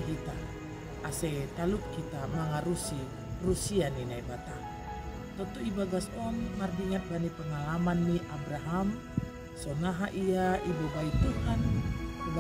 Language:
Batak Simalungun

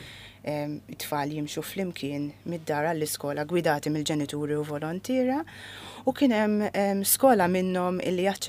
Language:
Maltese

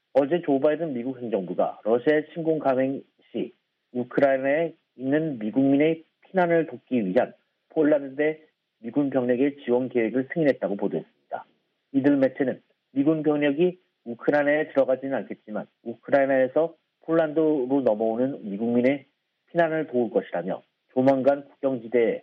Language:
Korean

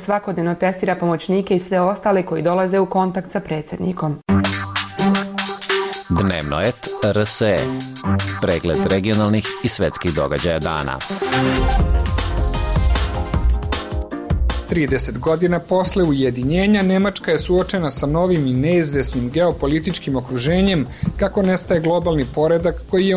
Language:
Serbian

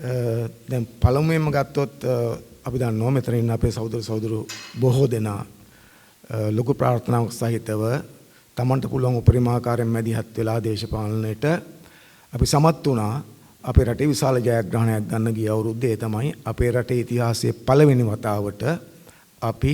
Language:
Sinhala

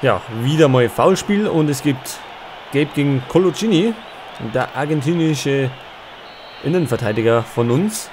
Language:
Bavarian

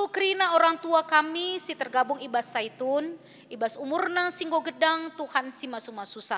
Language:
Batak Karo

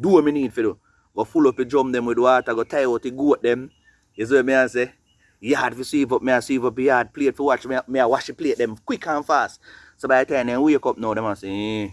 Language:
Jamaican Creole English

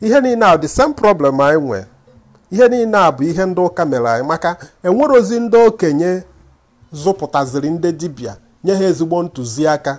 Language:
Igbo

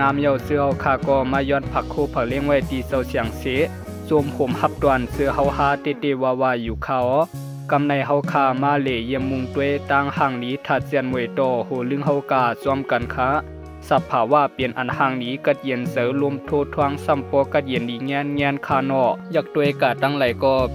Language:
Shan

